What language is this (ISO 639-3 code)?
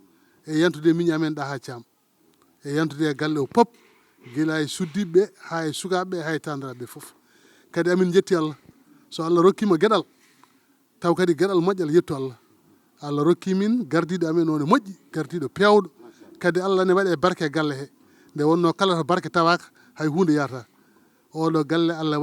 ful